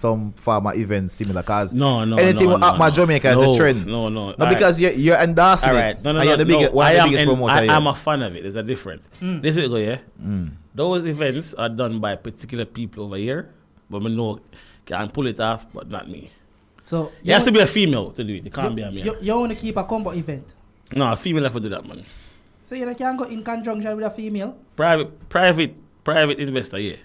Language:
Jamaican Creole English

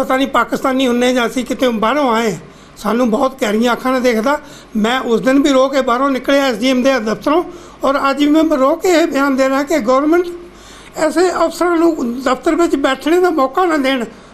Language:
Punjabi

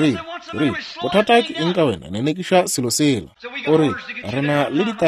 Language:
Northern Sotho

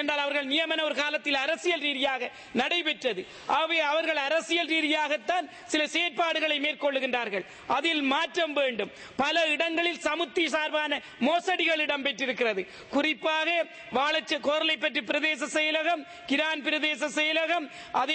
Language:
Tamil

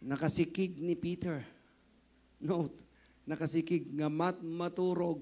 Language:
Iloko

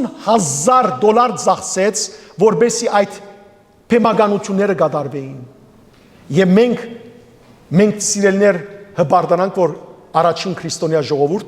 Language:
Western Armenian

